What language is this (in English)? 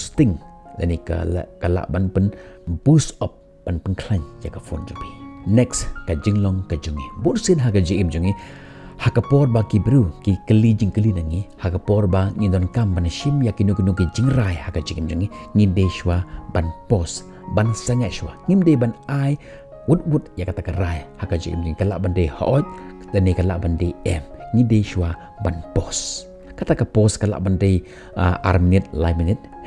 Khasi